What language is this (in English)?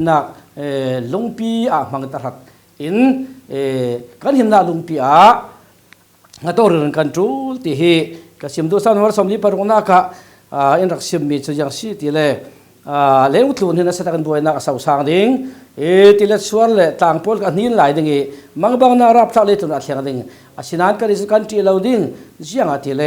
Falam Chin